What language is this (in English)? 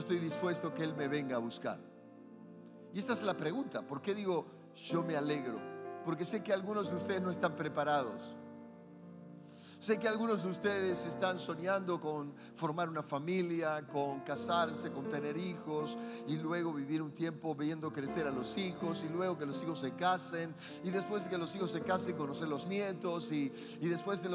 Spanish